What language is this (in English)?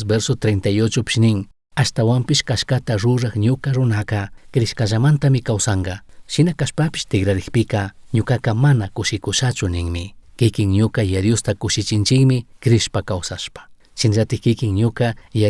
Chimborazo Highland Quichua